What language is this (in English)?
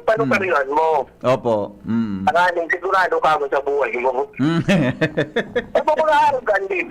Bikol